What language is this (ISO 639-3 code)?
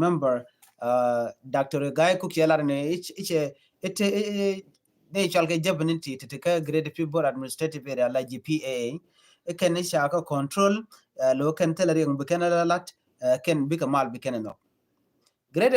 nus